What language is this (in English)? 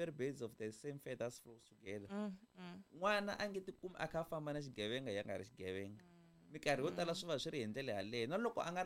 Tsonga